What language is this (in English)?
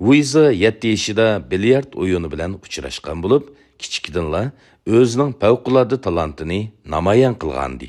Uyghur